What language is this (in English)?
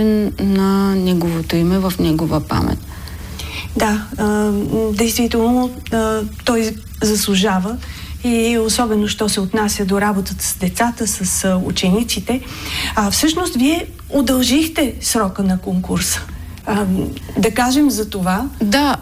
Bulgarian